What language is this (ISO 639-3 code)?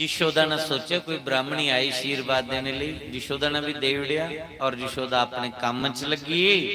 doi